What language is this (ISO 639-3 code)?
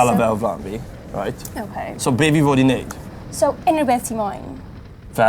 cym